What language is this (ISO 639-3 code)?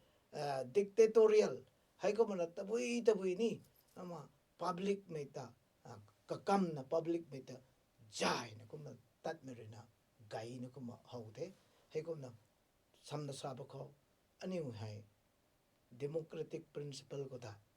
nbu